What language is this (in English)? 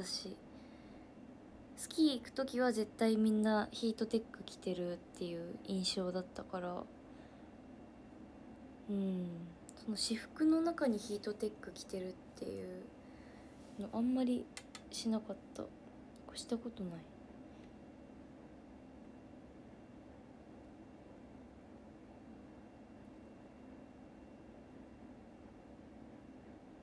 Japanese